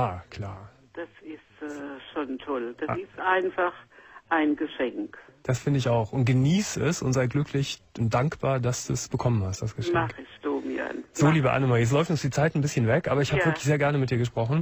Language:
German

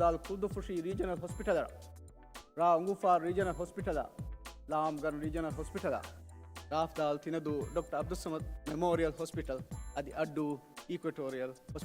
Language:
Divehi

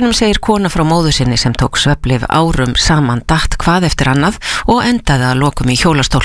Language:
Icelandic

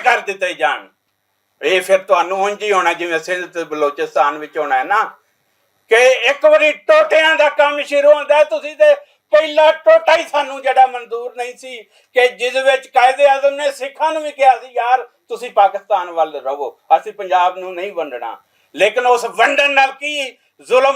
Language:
Western Panjabi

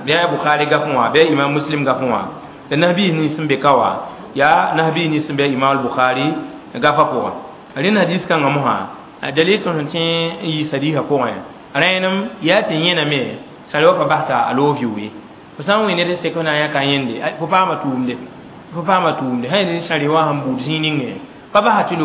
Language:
Mossi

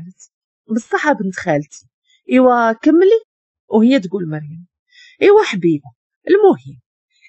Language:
Moroccan Arabic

